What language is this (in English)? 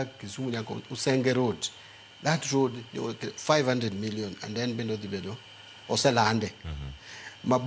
Luo (Kenya and Tanzania)